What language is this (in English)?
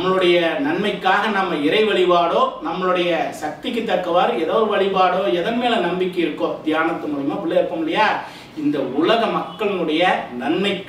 Tamil